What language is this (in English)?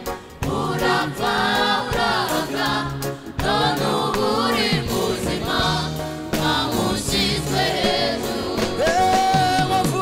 Kinyarwanda